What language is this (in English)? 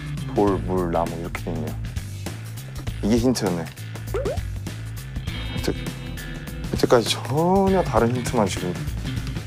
Korean